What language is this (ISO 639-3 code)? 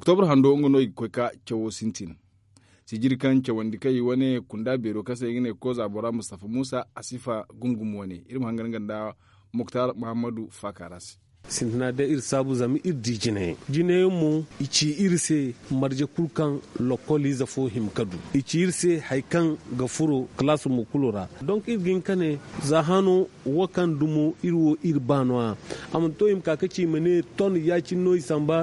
dje